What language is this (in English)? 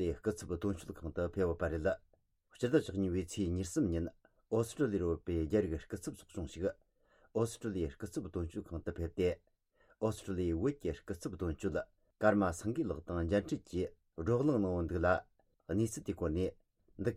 Tibetan